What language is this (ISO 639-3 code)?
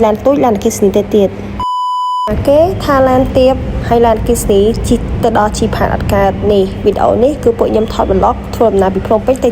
khm